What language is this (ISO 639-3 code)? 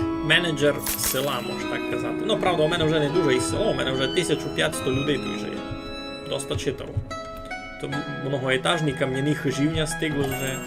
rue